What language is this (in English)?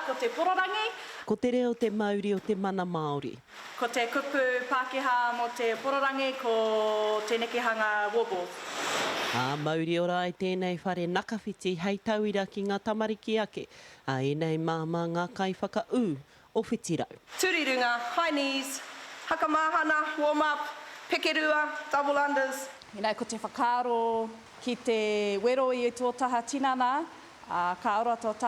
Māori